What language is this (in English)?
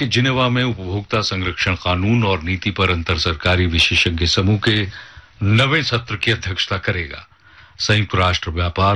Hindi